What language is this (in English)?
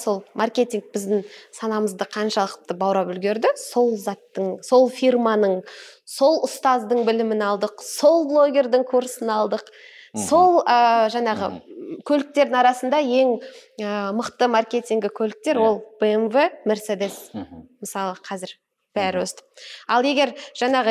Kazakh